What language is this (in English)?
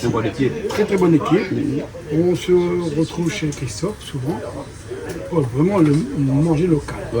Réunion Creole French